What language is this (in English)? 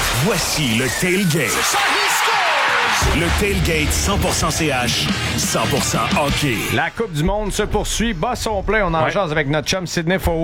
French